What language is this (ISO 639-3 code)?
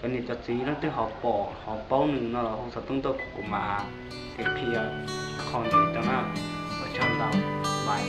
hmn